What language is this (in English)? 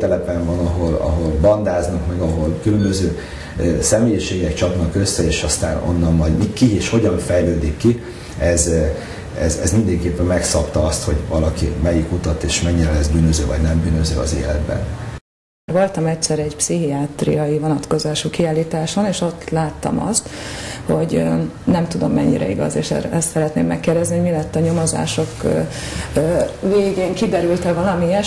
Hungarian